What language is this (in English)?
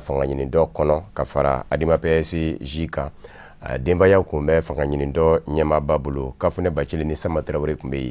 Bambara